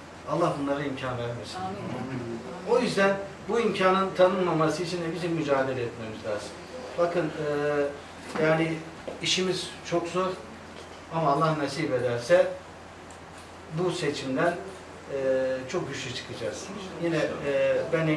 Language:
Turkish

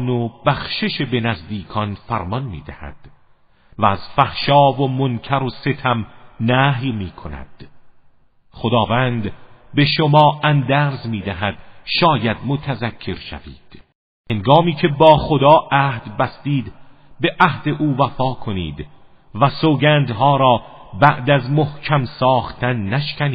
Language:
Persian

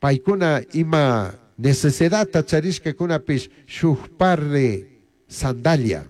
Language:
Chimborazo Highland Quichua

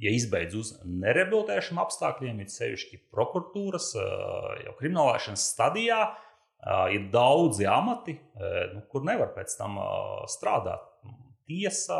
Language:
Latvian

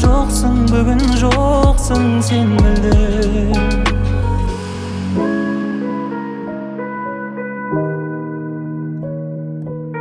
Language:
Kazakh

